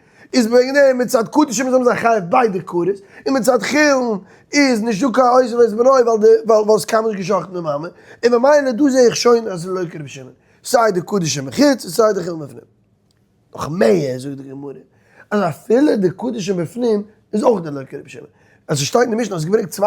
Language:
Yiddish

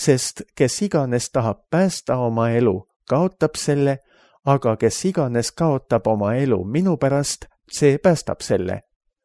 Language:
Estonian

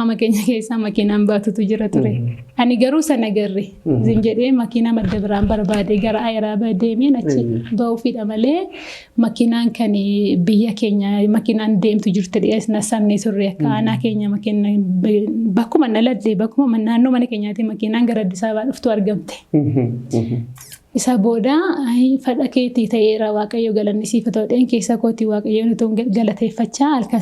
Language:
Oromo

